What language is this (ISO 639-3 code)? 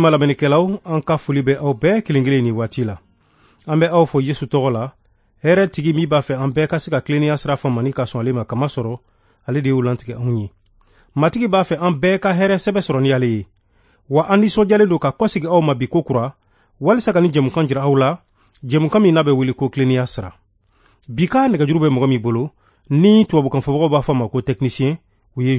bam